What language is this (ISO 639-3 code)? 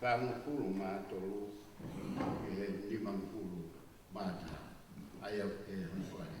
ton